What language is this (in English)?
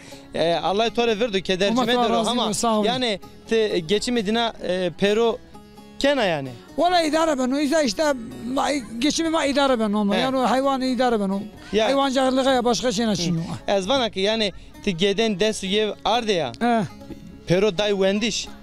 Zaza